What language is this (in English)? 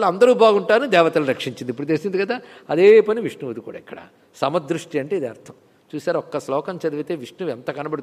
Telugu